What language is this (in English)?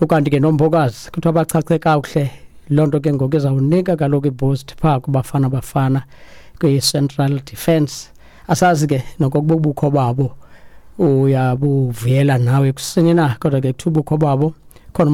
Xhosa